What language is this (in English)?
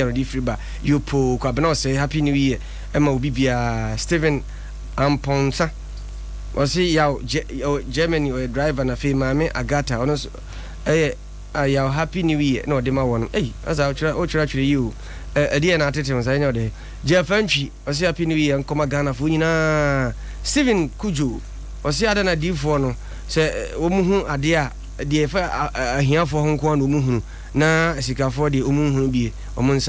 Akan